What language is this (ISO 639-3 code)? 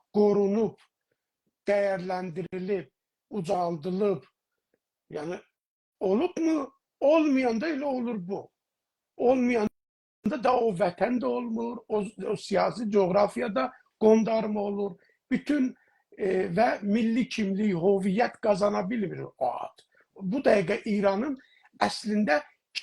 azb